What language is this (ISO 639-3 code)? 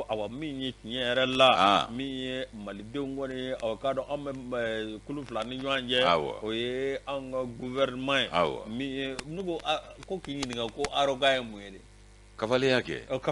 bam